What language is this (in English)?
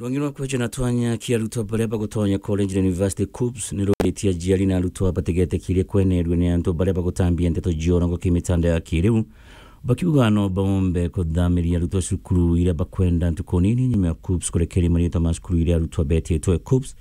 Meru